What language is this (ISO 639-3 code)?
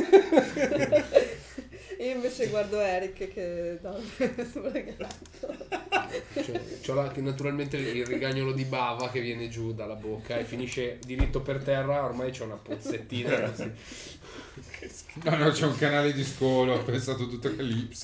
ita